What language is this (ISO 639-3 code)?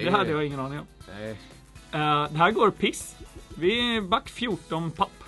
swe